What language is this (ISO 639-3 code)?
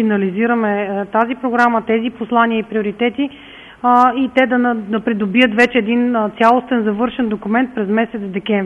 bul